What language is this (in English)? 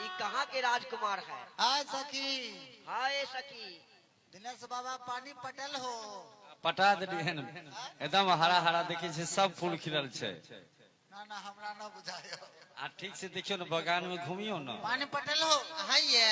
Maithili